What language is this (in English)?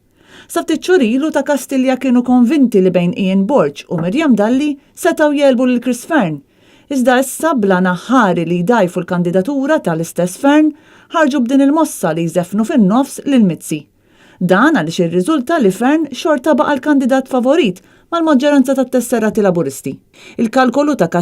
Maltese